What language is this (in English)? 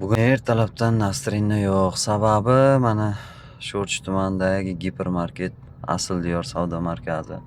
Uzbek